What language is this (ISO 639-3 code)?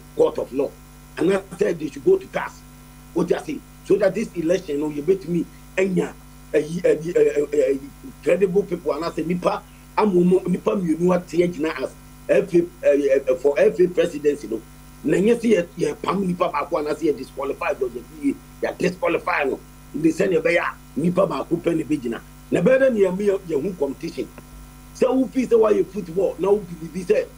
aka